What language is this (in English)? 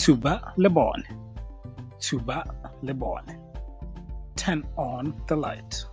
Tswana